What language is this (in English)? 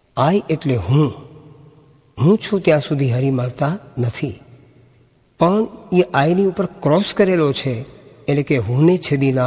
Gujarati